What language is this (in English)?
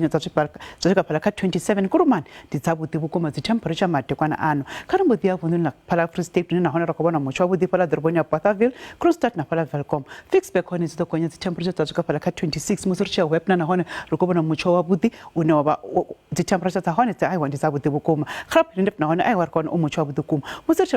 Venda